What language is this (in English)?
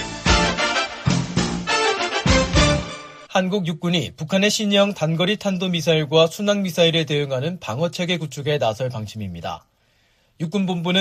Korean